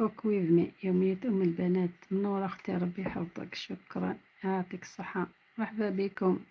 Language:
Algerian Arabic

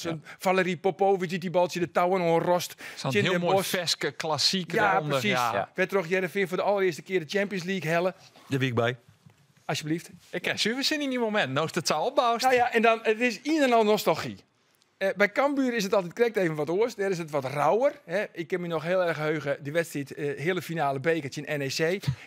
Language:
Western Frisian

